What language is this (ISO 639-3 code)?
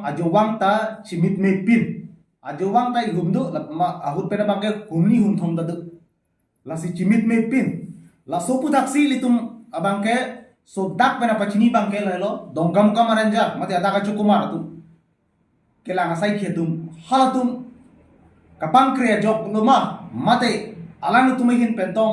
mjw